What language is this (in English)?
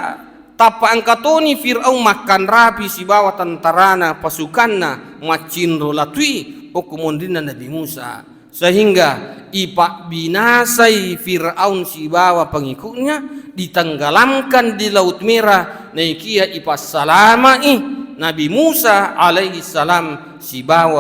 Buginese